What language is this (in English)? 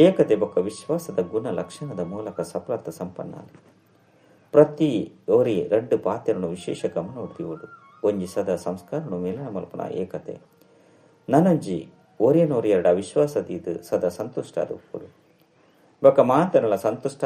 Tulu